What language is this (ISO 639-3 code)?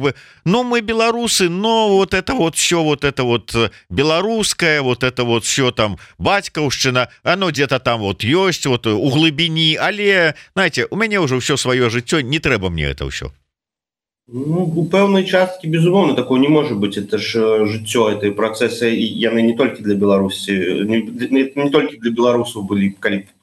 bel